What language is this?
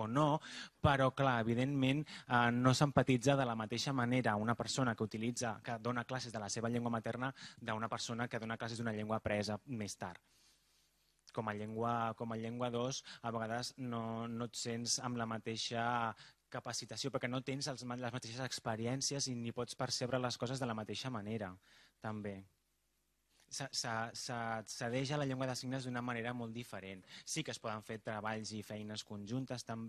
Catalan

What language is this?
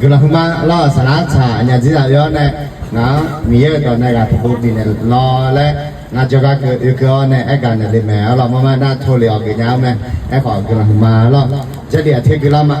Akha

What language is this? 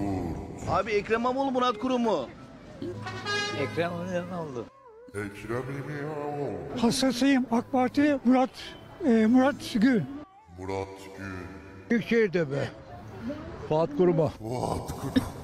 Turkish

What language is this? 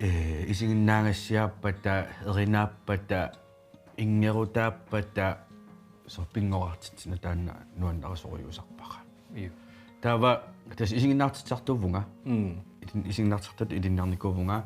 Kalaallisut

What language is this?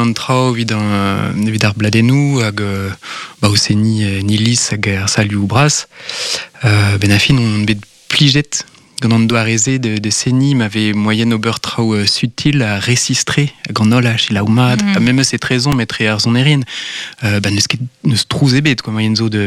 Breton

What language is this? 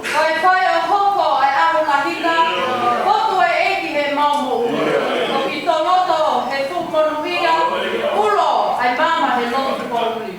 Tongan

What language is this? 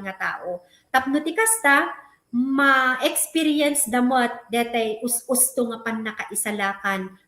Iloko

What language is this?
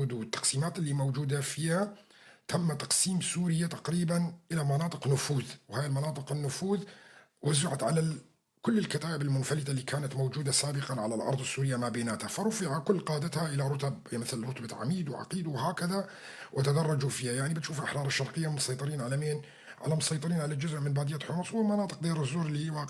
North Levantine Arabic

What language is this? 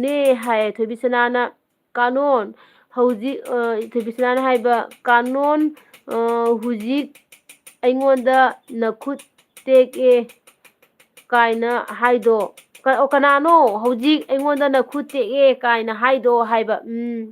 Manipuri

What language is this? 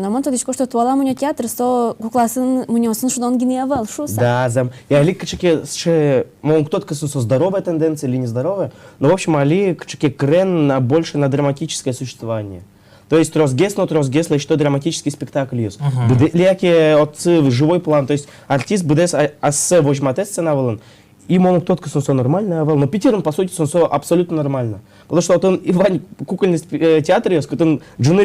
Udmurt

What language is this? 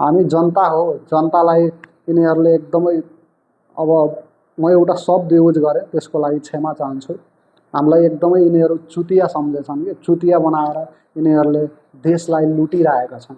Nepali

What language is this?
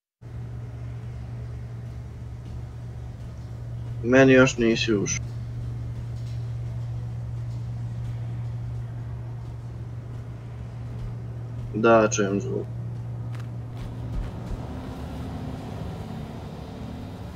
Croatian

